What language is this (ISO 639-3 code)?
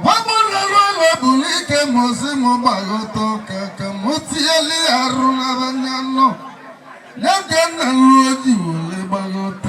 ibo